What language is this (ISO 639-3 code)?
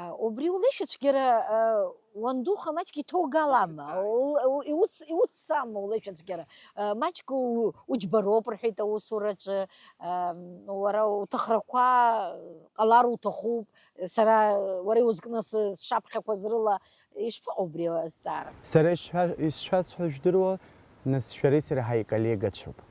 abk